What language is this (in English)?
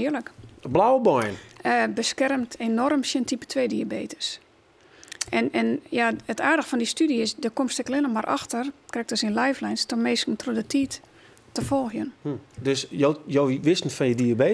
Western Frisian